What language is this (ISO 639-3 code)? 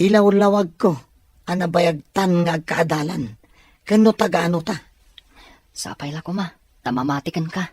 ilo